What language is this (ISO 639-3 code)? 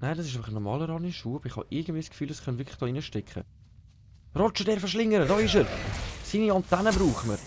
gsw